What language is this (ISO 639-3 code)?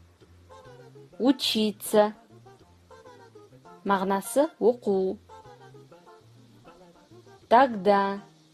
kaz